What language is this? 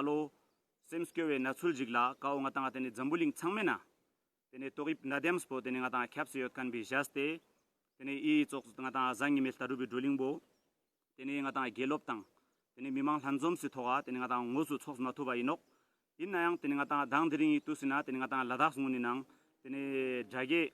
Ladakhi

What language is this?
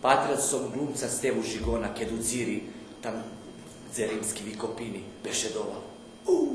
Rusyn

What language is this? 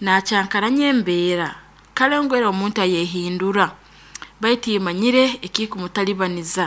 Nyoro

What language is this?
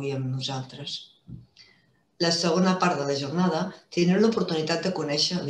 Catalan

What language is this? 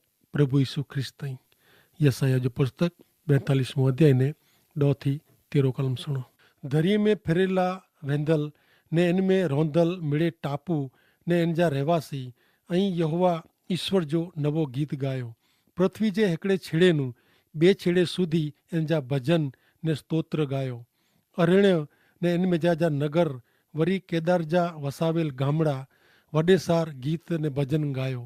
Kachhi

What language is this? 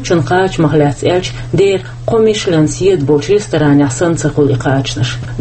Chechen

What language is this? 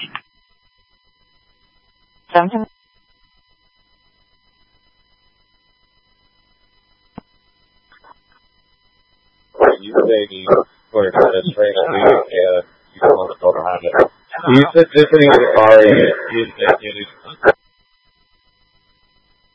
English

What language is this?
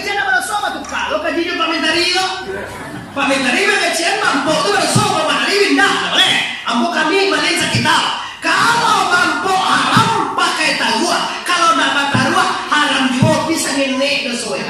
Minangkabau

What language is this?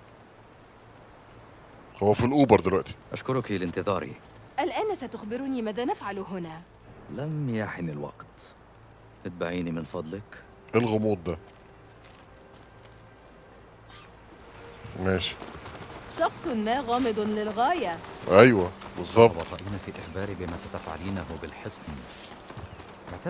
Egyptian Arabic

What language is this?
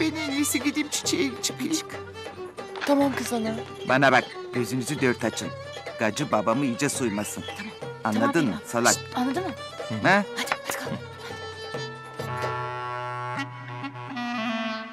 Turkish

